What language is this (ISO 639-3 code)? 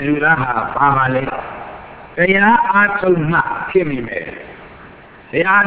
mya